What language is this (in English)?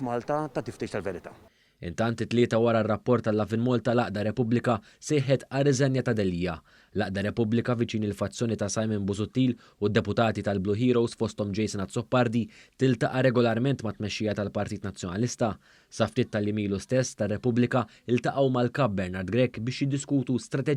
Maltese